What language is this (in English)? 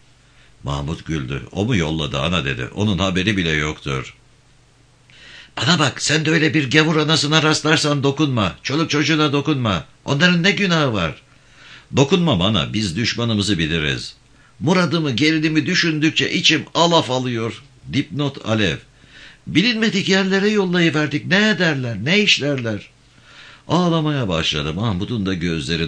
Turkish